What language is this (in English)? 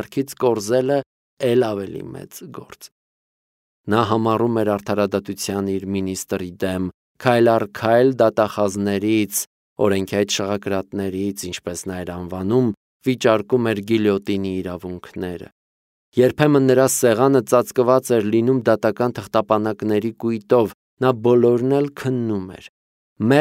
Armenian